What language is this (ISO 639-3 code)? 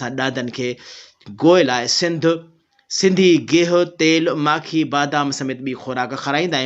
snd